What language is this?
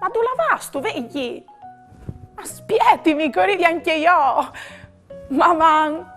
Friulian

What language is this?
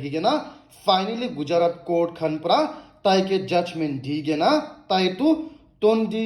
Naga Pidgin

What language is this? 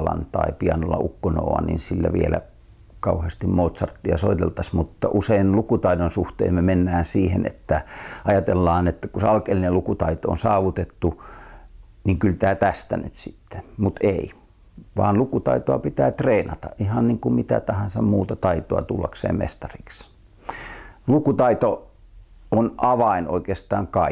Finnish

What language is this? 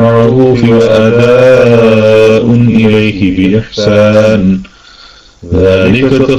Malayalam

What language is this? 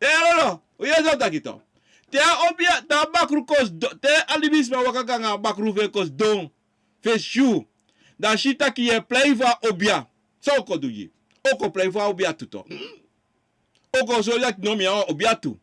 Sranan Tongo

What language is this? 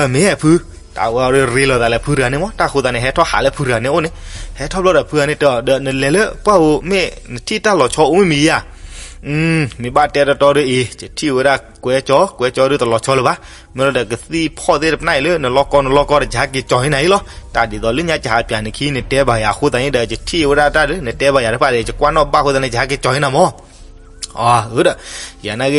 S'gaw Karen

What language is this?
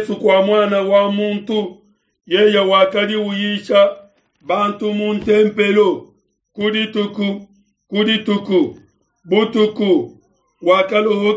Luba-Lulua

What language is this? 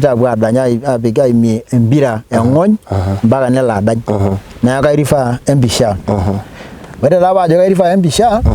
Masai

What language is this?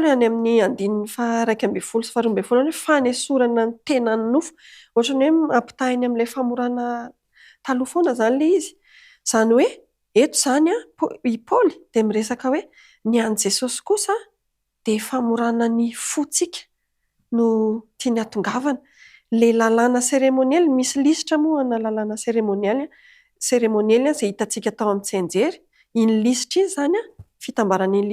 Malagasy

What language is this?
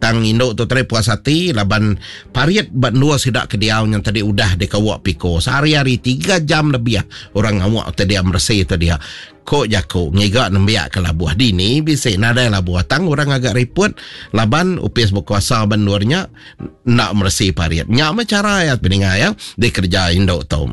Iban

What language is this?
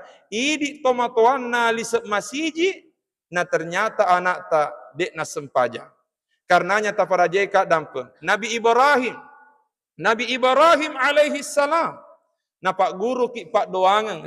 Buginese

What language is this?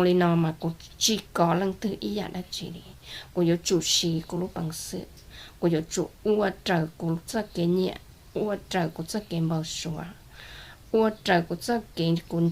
Hmong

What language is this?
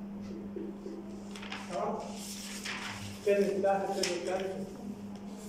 Mesopotamian Arabic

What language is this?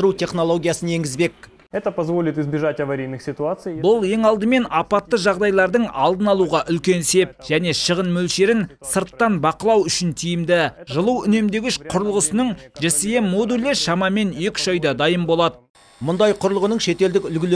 Kazakh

